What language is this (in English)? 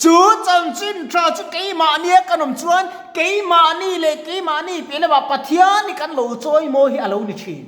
Mizo